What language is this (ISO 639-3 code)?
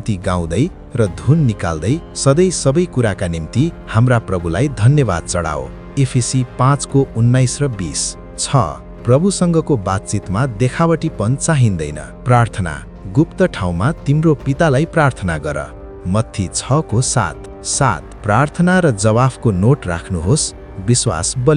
nep